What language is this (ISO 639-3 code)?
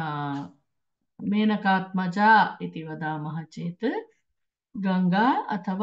san